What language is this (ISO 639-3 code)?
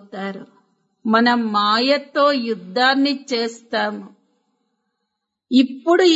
tel